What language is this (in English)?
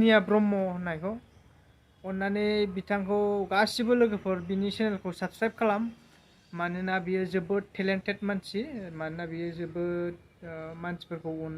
Bodo